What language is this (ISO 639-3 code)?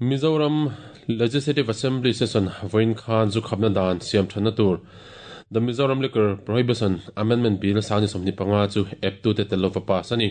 lus